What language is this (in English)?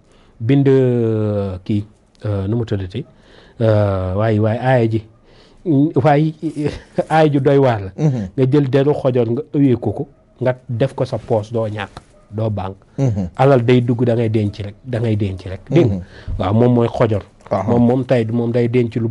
Wolof